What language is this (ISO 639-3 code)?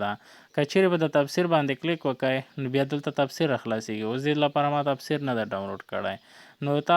pus